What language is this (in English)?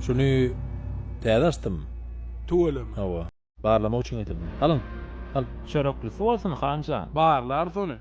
Turkmen